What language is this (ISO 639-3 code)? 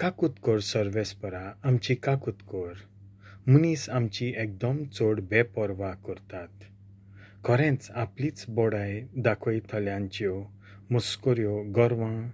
kok